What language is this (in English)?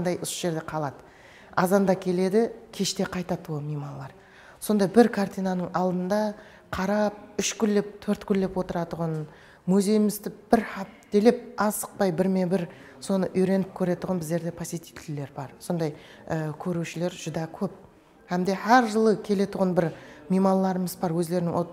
Kara-Kalpak